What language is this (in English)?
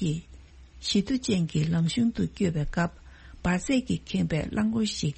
Tibetan